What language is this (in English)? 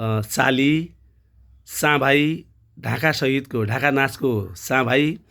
Nepali